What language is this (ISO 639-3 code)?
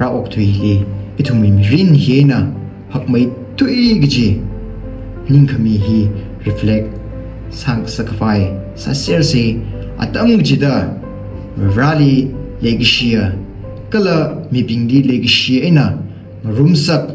nmf